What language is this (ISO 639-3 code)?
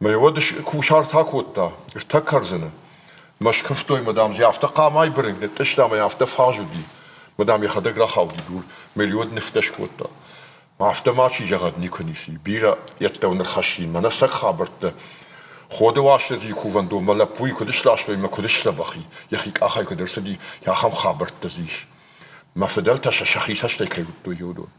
oss